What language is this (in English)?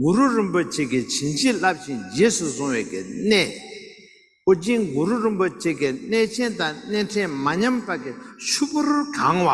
Tibetan